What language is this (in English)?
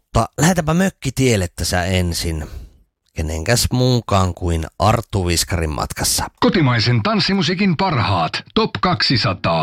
Finnish